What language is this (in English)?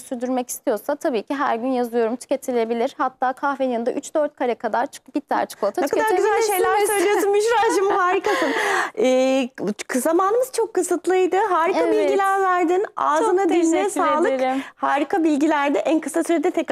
Turkish